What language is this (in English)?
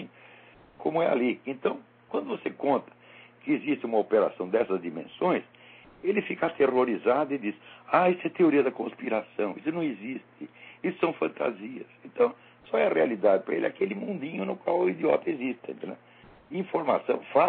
Portuguese